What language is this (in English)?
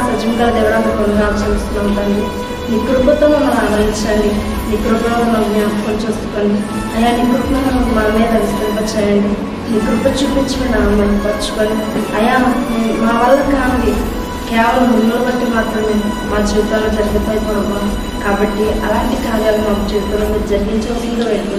Telugu